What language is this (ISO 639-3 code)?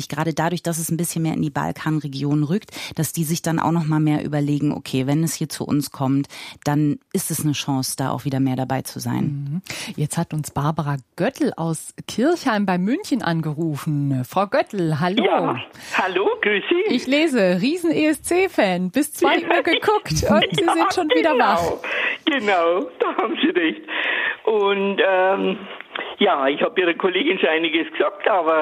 deu